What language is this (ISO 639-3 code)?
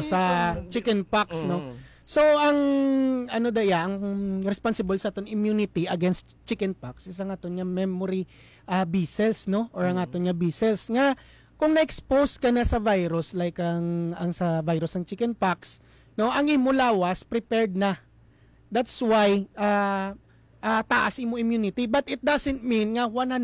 hil